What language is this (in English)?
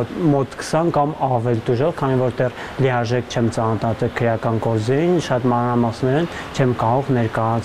Armenian